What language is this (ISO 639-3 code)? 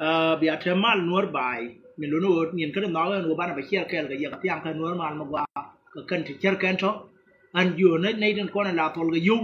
nus